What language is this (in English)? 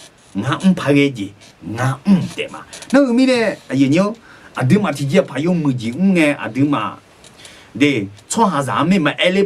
Akha